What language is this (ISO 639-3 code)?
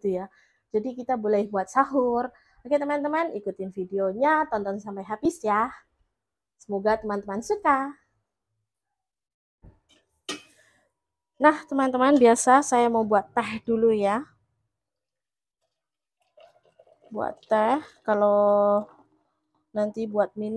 ind